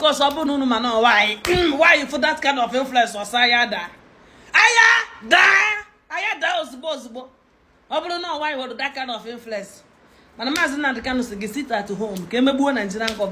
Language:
Igbo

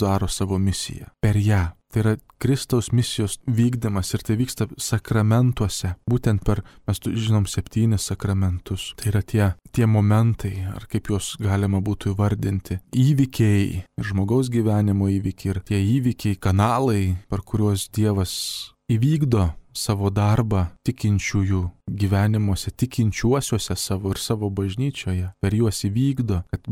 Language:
Lithuanian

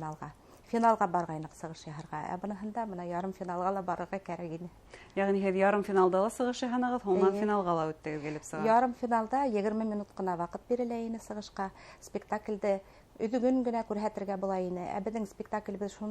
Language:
Bashkir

